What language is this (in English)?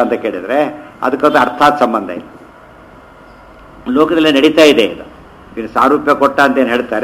Kannada